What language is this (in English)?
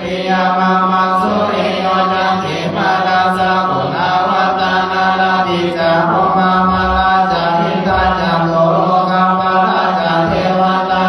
Pali